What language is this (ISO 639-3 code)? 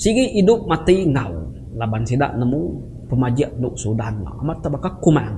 iba